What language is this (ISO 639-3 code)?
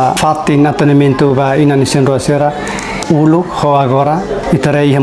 tet